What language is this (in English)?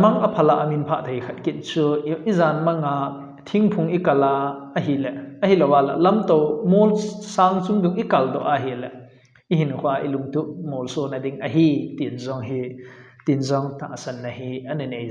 Thado Chin